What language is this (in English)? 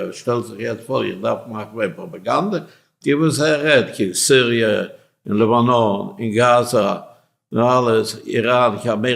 Yiddish